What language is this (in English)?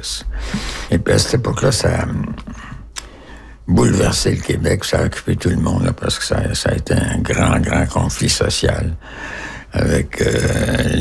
French